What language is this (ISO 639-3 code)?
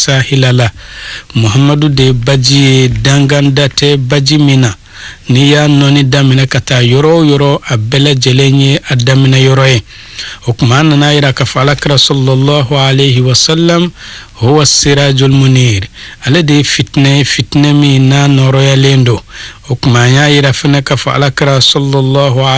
bam